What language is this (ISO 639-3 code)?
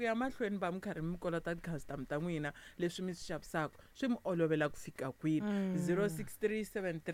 tso